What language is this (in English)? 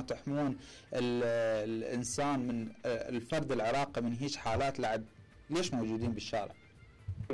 Mesopotamian Arabic